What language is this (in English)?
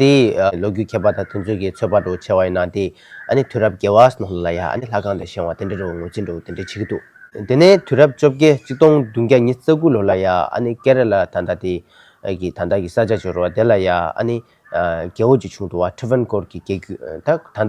Tibetan